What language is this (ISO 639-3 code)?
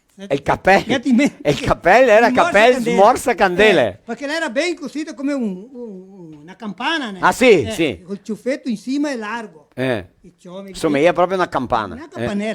vec